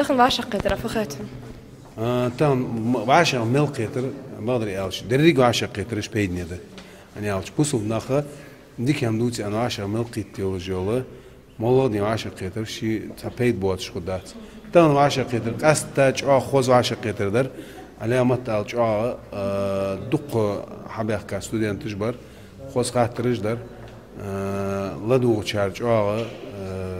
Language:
Ingush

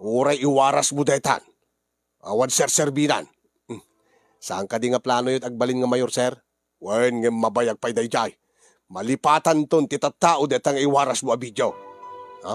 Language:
Iloko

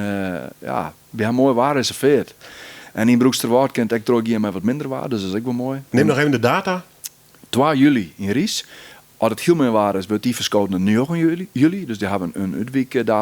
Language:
Western Frisian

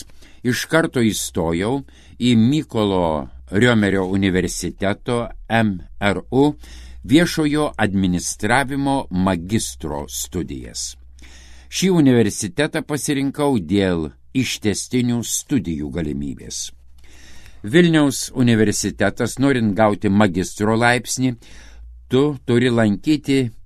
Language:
Lithuanian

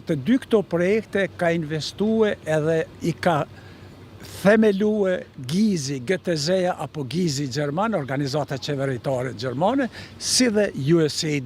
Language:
Albanian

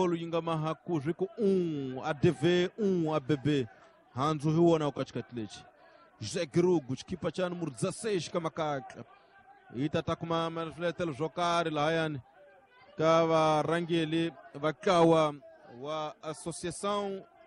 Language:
Tsonga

